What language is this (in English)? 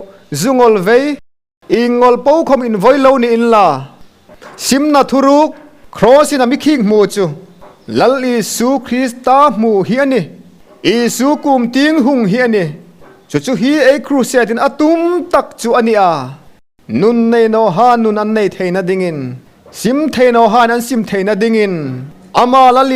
Hmar